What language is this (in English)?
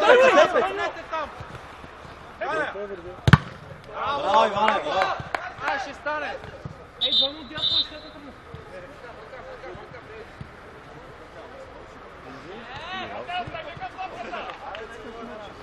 Bulgarian